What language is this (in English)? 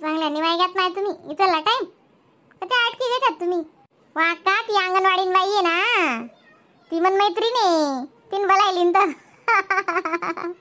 Khandesi